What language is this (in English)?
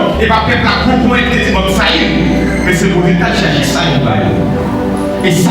Haitian Creole